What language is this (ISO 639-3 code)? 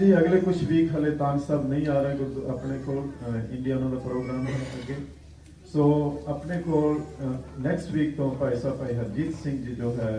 pan